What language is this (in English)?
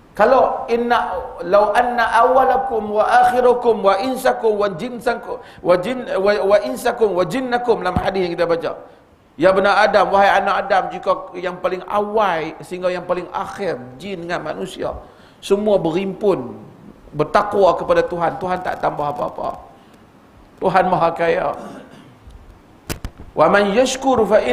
Malay